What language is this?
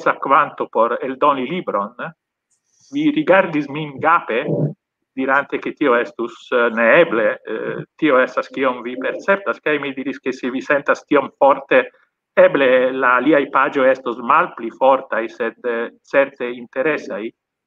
Esperanto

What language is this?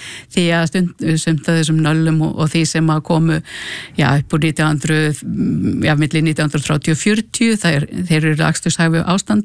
Icelandic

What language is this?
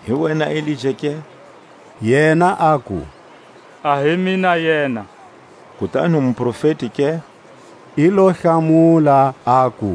Tswa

